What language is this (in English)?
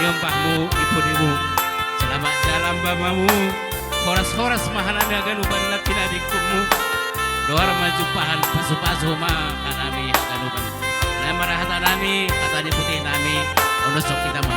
Batak Simalungun